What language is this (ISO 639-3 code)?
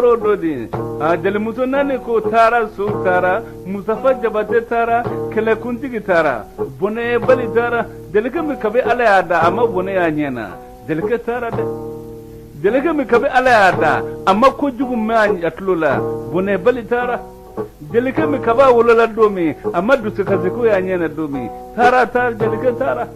bam